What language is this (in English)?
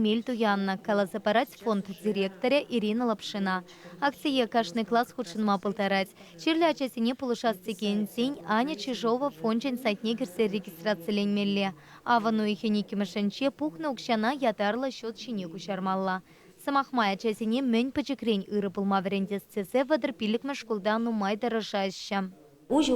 Chuvash